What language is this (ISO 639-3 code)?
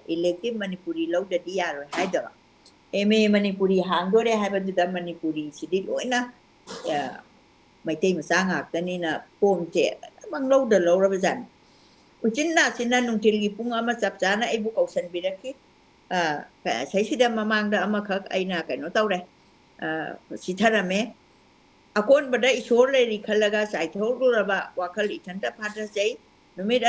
mni